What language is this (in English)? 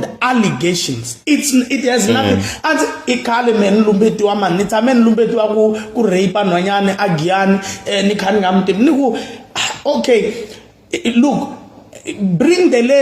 Tsonga